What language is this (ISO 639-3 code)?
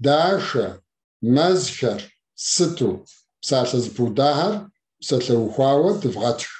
kbd